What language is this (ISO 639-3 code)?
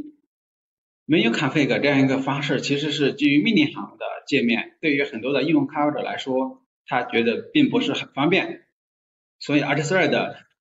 zho